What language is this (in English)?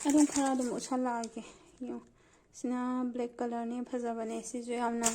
Manipuri